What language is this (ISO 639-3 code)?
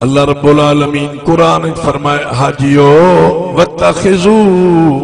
skr